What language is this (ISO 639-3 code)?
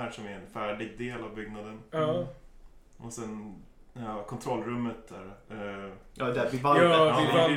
swe